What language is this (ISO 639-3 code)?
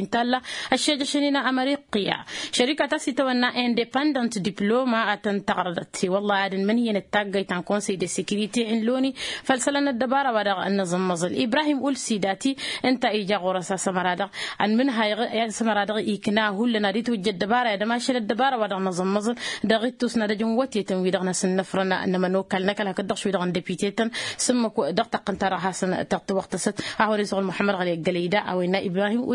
taq